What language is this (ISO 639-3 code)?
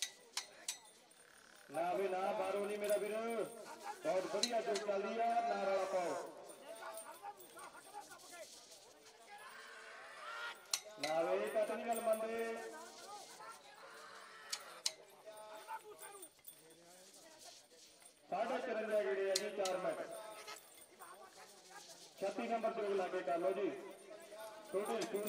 pan